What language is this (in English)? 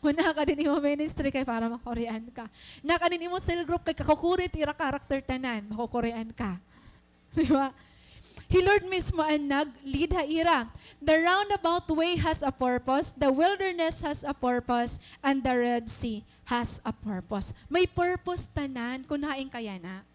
Waray